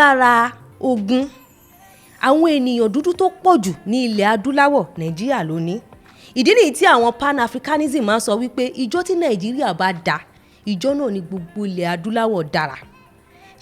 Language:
Yoruba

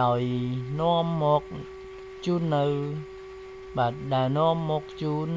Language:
Khmer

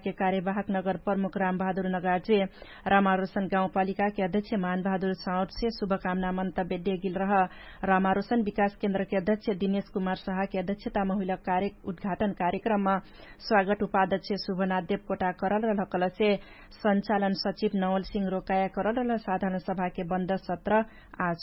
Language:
Dangaura Tharu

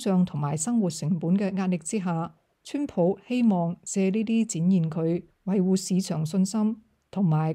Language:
Cantonese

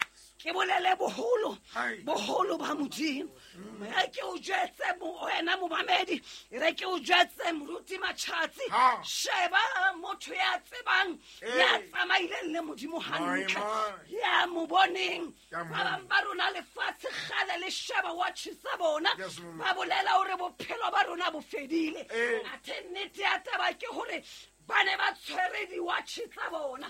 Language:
Southern Sotho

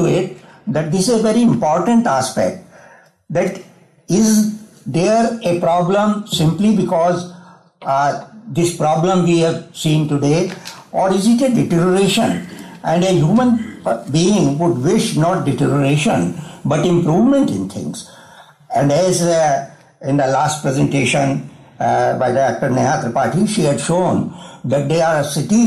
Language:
English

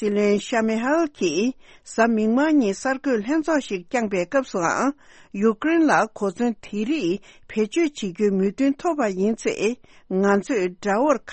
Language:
Tibetan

